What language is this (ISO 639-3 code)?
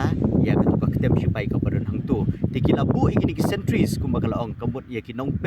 kha